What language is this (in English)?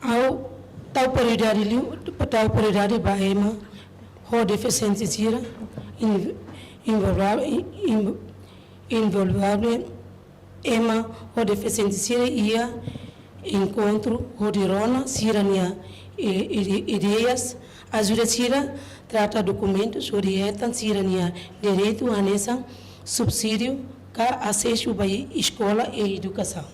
Tetum